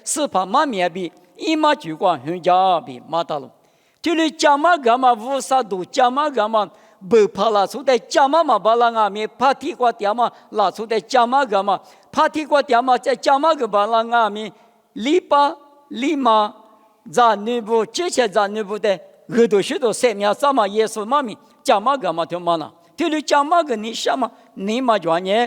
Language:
Lisu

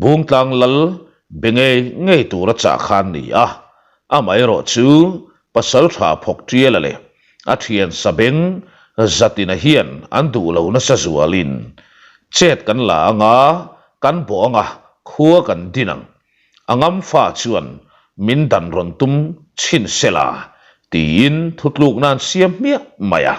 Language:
Mizo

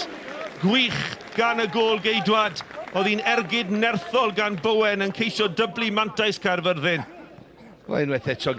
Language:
Welsh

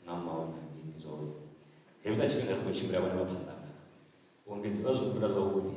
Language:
Venda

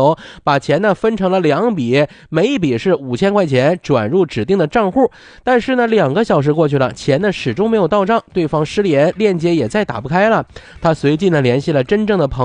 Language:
Chinese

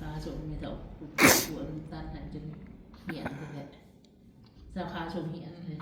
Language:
Northeastern Thai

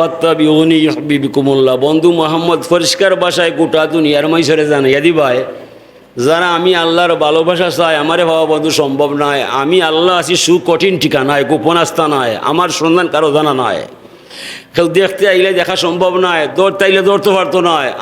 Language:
Sylheti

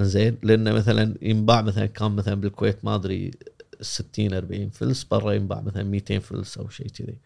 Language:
Gulf Arabic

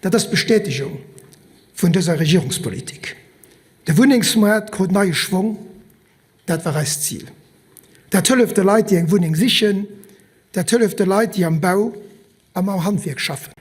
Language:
Luxembourgish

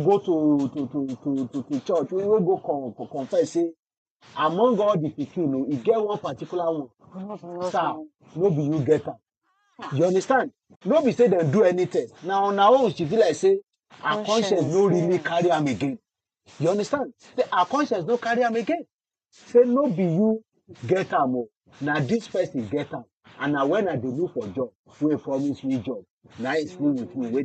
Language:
Nigerian Pidgin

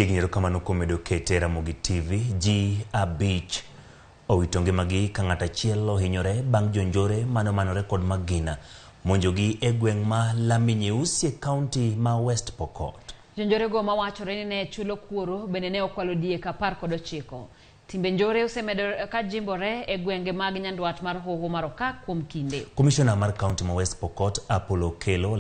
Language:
Luo (Kenya and Tanzania)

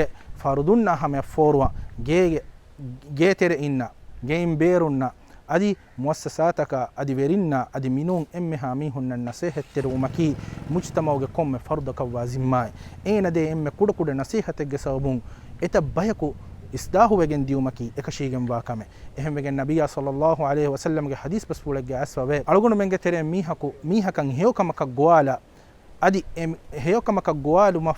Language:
Divehi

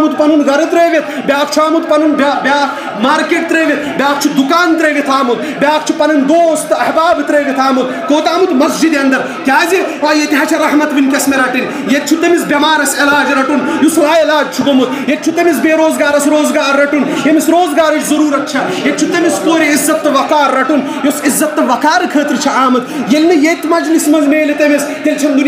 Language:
Kashmiri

